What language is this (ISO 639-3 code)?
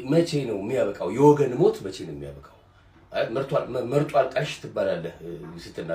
amh